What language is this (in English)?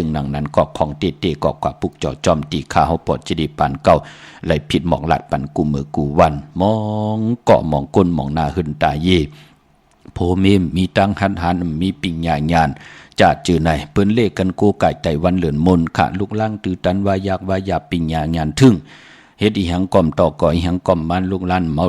Shan